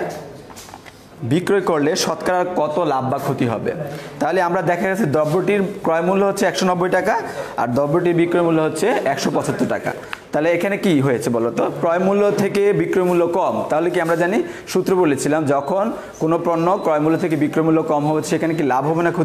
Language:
Bangla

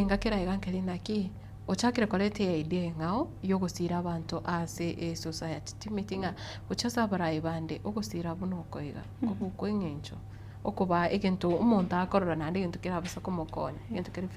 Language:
Gusii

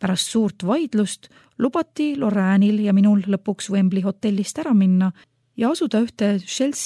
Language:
Estonian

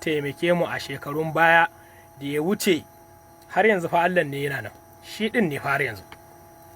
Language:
Hausa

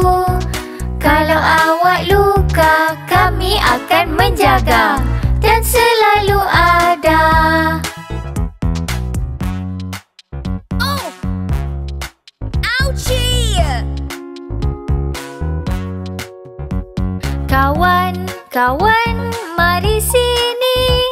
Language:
Malay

